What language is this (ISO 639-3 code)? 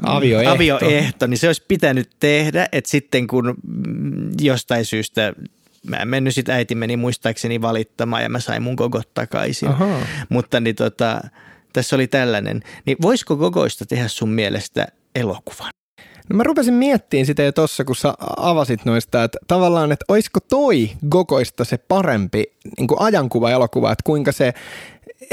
fin